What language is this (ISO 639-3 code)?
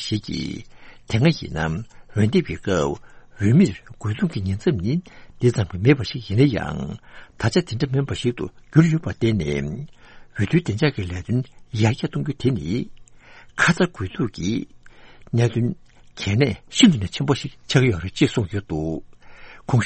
bod